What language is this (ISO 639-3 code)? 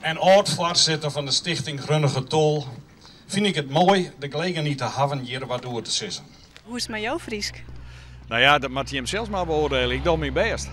fry